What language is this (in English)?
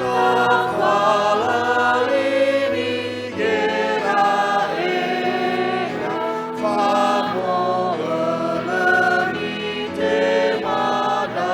Nias